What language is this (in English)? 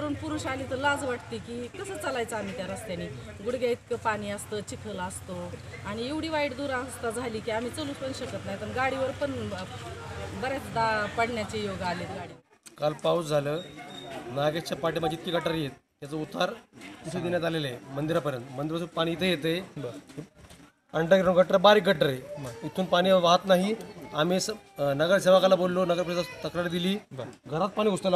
Marathi